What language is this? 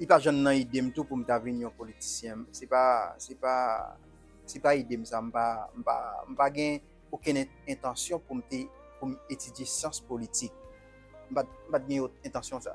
Haitian Creole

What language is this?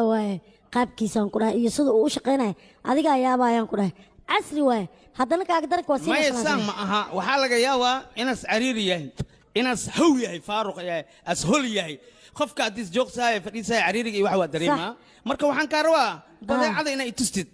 Somali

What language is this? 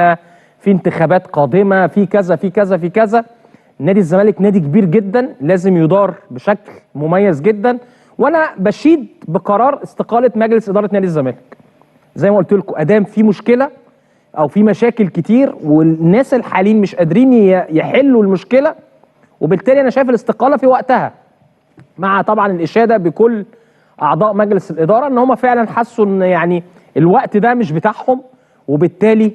Egyptian Arabic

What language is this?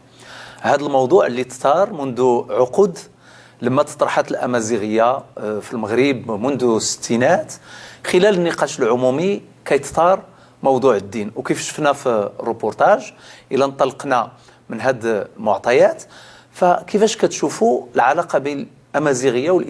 Moroccan Arabic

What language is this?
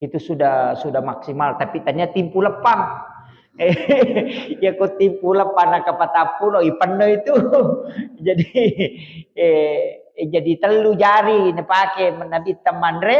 Buginese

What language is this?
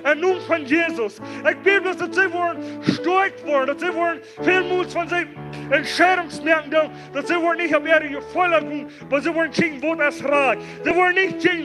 Plautdietsch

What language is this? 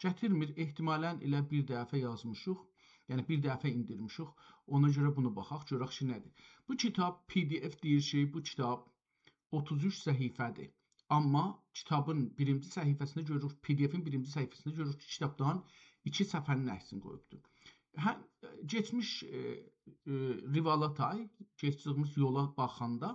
South Azerbaijani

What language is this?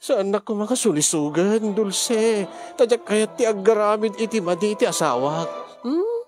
Iloko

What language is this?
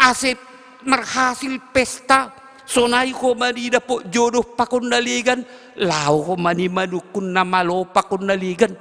Batak Simalungun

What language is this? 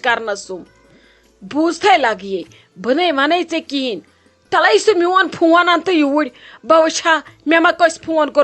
Kashmiri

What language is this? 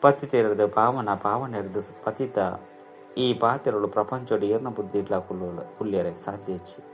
Tulu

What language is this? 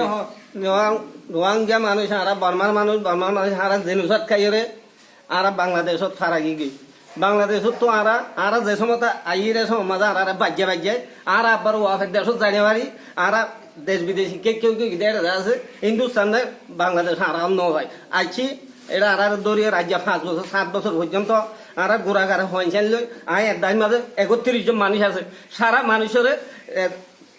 Rohingya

